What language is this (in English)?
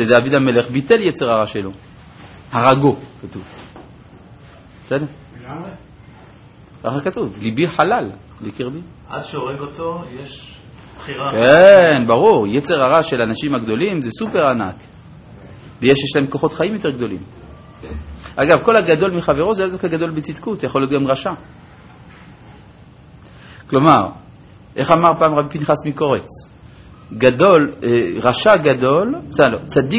Hebrew